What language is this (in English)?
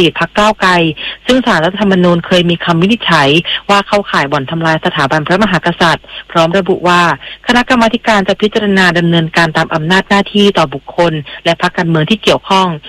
Thai